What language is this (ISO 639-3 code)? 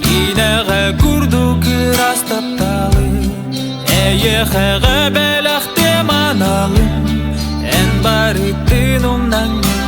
sah